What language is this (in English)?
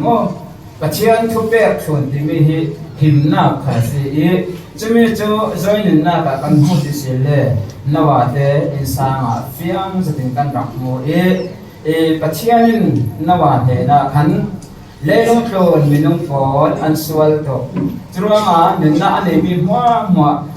Falam Chin